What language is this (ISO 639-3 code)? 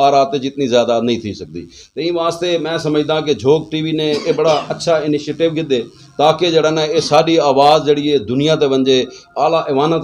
skr